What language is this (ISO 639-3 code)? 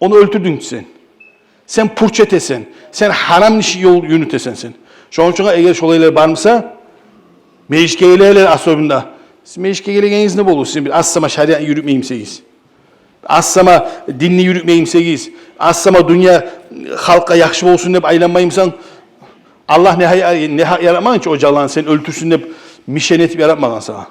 kum